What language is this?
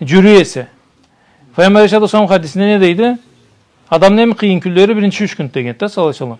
Karachay-Balkar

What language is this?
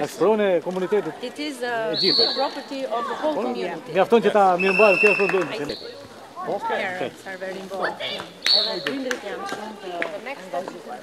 Albanian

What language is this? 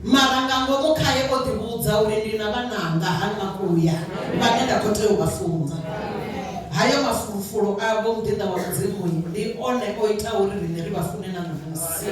Venda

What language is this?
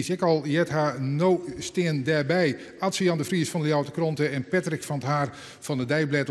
Western Frisian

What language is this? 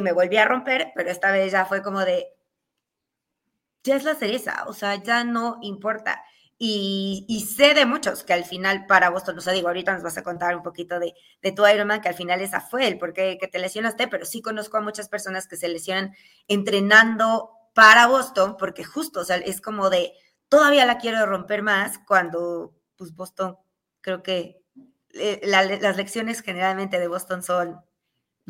Spanish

